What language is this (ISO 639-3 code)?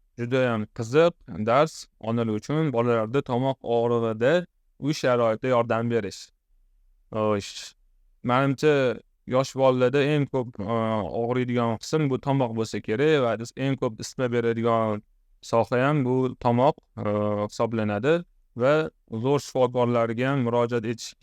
uzb